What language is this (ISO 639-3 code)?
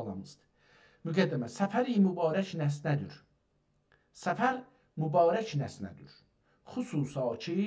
azb